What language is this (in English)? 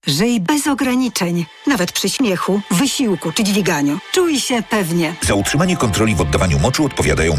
Polish